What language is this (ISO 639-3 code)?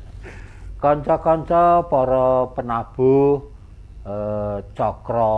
jav